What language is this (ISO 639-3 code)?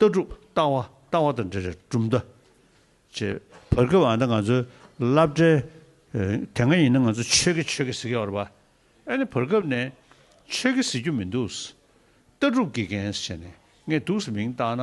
bod